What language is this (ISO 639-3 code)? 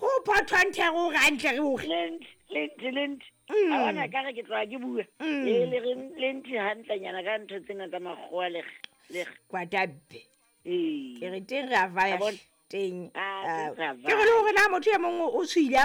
sot